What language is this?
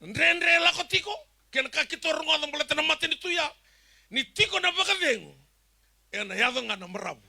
Fijian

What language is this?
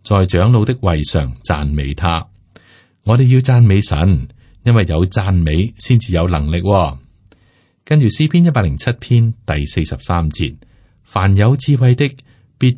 Cantonese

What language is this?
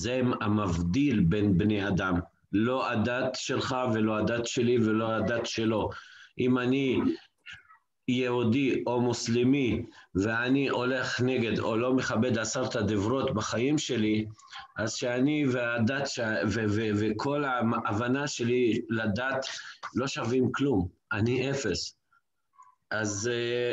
Hebrew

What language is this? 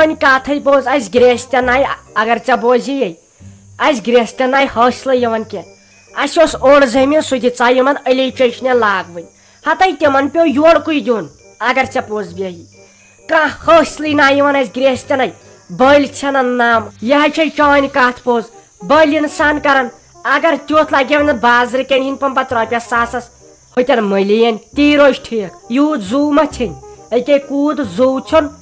Kashmiri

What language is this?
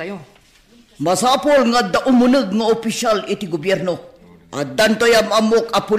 Iloko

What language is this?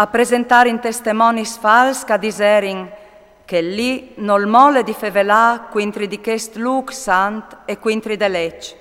Friulian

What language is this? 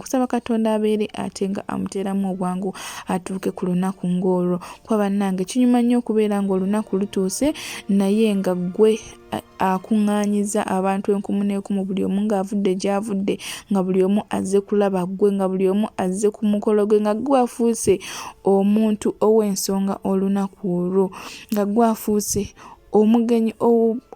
Ganda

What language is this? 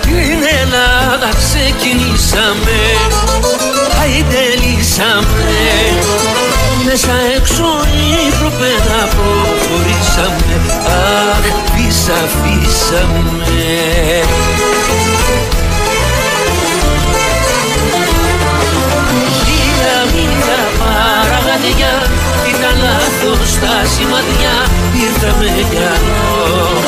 Greek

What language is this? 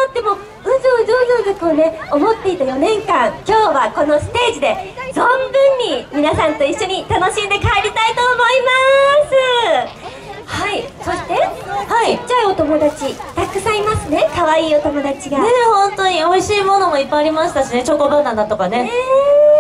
Japanese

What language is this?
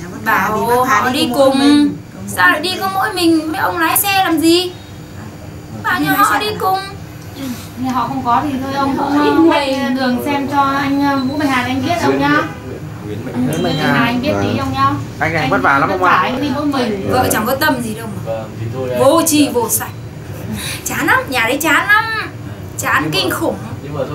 Vietnamese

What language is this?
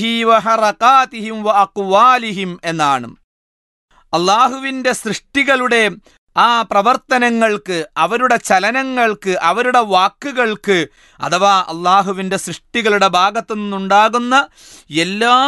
Malayalam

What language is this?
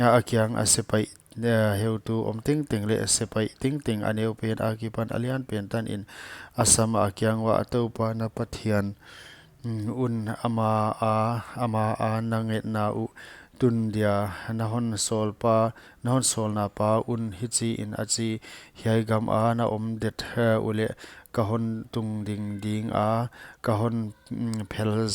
Paite Chin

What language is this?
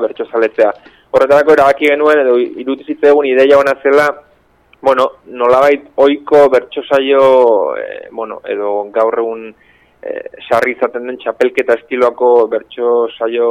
Basque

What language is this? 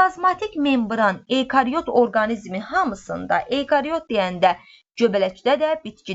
Azerbaijani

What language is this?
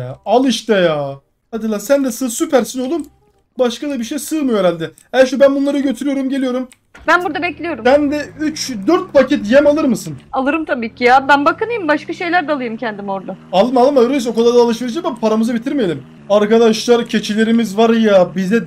Turkish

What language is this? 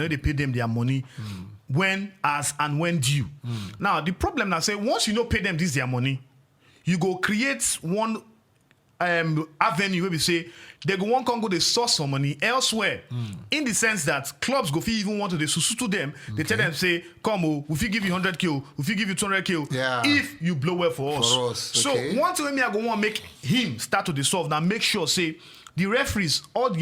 Nigerian Pidgin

